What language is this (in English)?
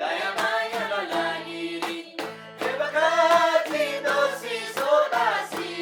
Eastern Tamang